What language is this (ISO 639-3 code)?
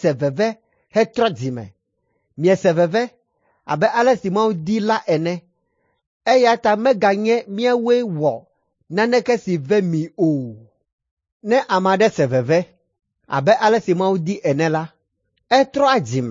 ewe